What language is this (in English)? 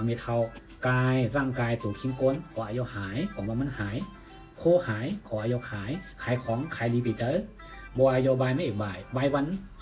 Shan